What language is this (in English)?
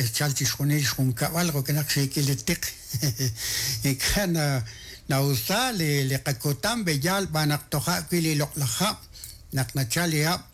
Kekchí